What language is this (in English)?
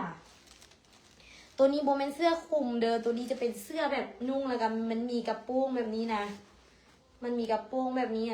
Lao